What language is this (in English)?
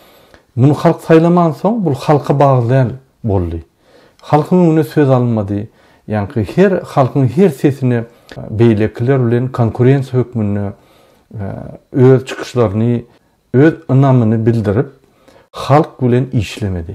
Turkmen